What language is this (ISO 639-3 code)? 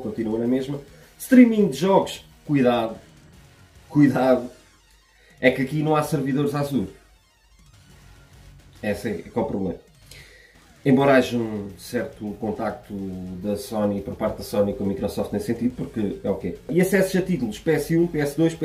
por